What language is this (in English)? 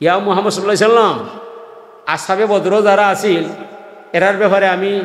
Sylheti